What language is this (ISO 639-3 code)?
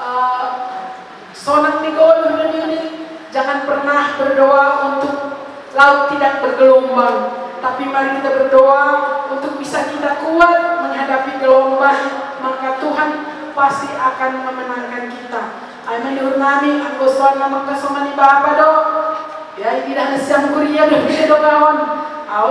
bts